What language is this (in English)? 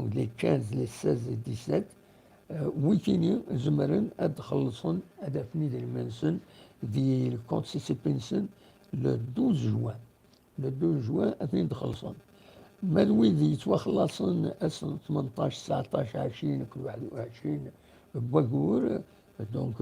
Kabyle